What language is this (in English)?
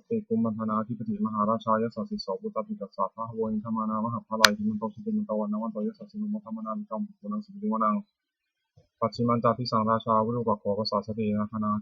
Pali